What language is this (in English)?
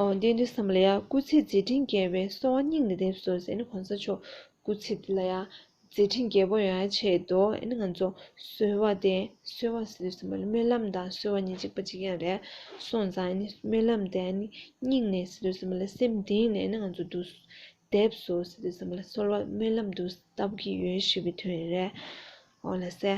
Tibetan